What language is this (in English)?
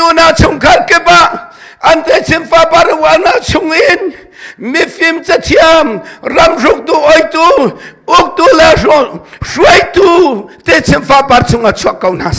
Hakha Chin